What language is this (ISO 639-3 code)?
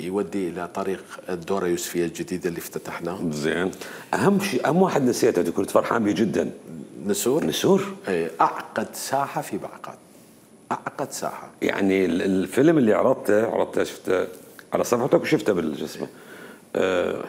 acm